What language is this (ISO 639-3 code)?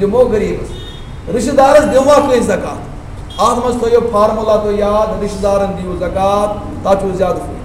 kas